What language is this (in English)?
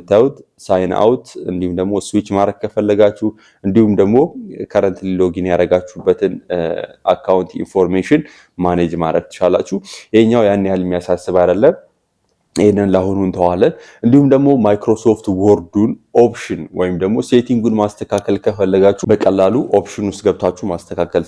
Amharic